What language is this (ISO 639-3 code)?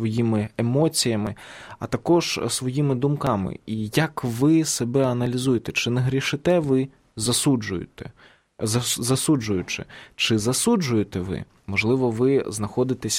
ukr